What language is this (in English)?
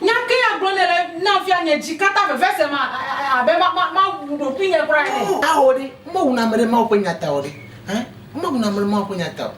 Ewe